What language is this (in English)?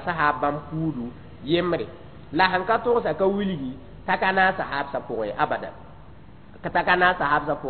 Mossi